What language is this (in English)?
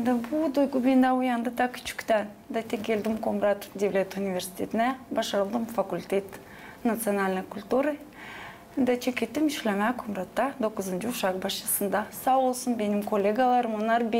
Gagauz